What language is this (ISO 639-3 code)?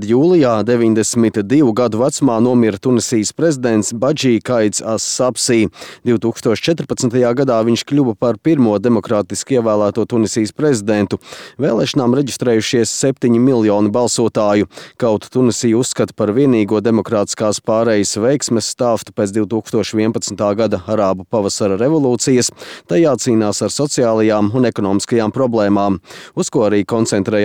lav